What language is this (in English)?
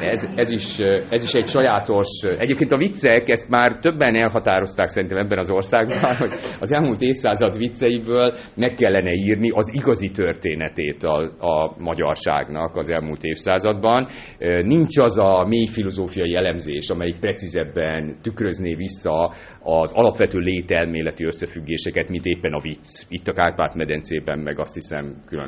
Hungarian